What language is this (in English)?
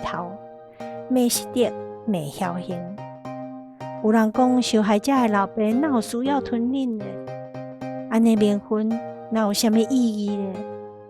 Min Nan Chinese